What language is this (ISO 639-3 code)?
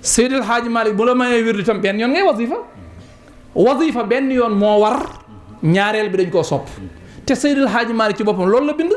wol